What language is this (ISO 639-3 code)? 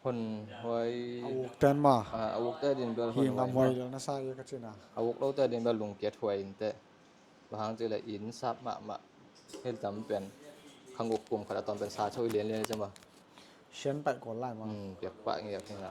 ctd